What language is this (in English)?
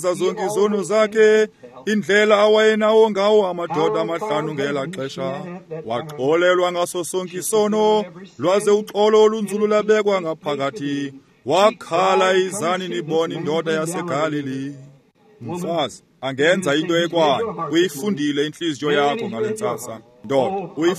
Xhosa